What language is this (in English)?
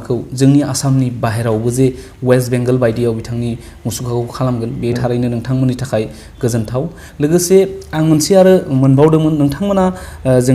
Bodo